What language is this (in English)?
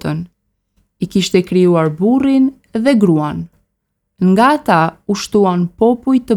Albanian